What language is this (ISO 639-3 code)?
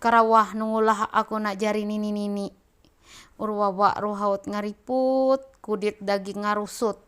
mhy